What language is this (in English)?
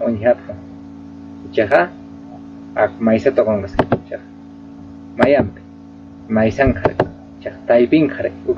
Aymara